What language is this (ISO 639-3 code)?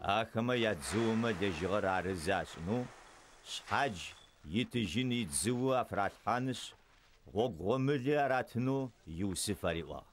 ady